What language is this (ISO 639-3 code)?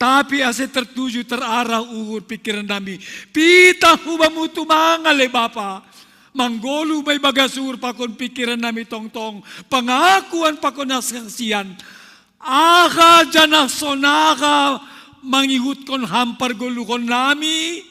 bts